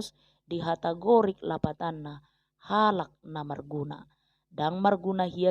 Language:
Batak Toba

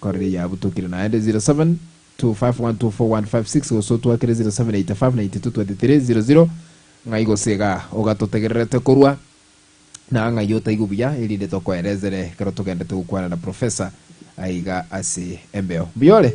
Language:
Gusii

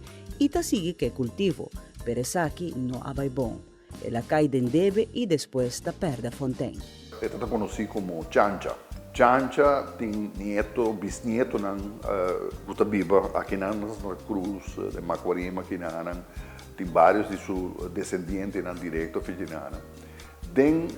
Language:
Papiamento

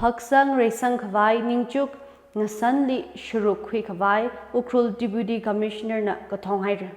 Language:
Tangkhul Naga (India)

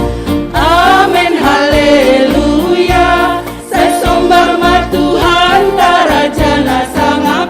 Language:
Batak Simalungun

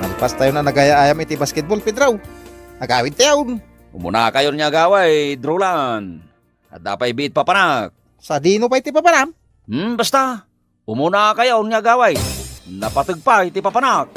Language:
Iloko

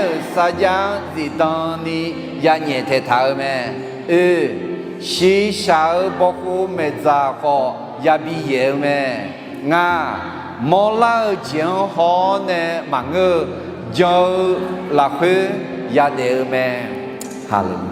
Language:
Akha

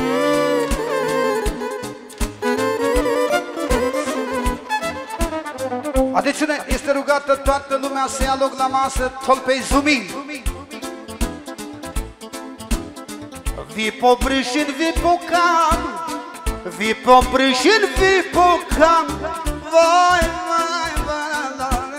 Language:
Romanian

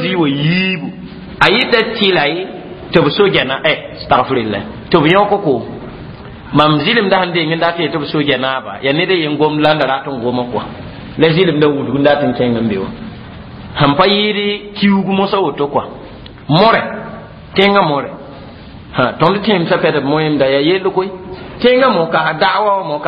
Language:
Mossi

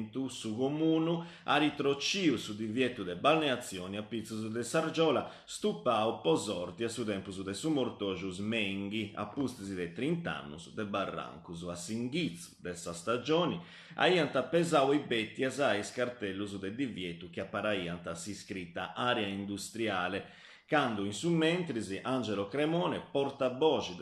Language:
Sardinian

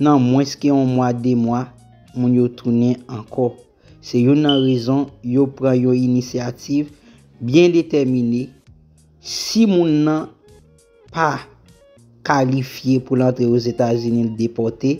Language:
Haitian Creole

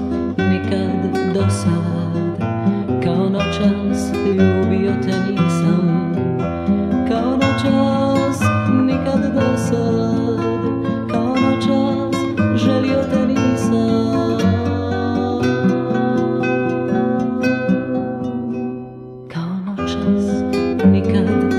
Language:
Croatian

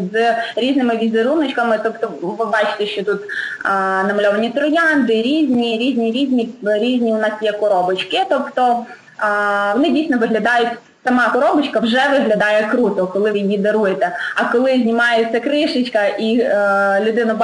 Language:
Ukrainian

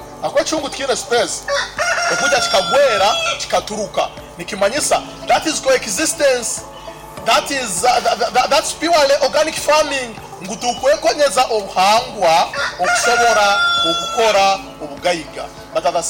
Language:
Nyoro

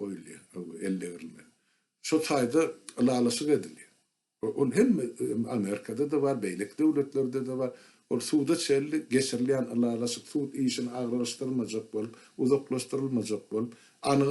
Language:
Turkmen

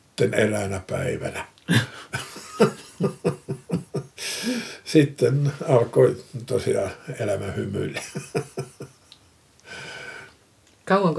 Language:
Finnish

